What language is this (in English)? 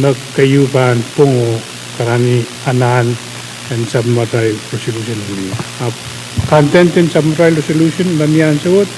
Pohnpeian